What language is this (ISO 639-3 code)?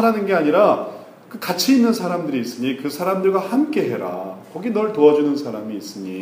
kor